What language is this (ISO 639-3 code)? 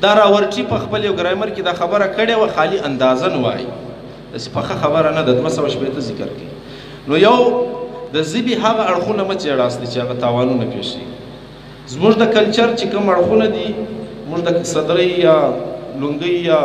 pus